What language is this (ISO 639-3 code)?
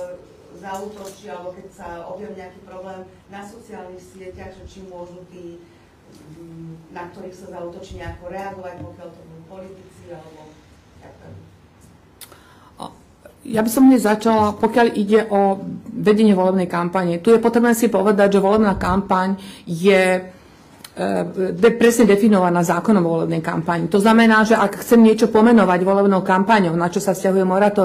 slk